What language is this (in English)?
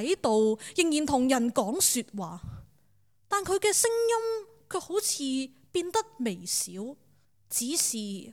Cantonese